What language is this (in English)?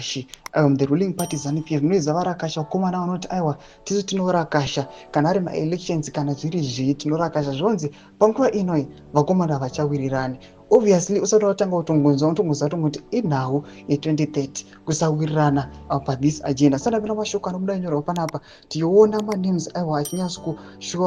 Shona